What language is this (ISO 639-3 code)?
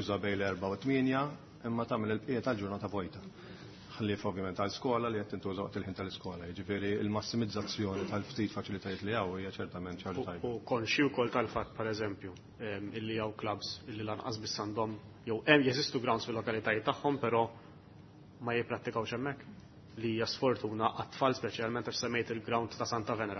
mlt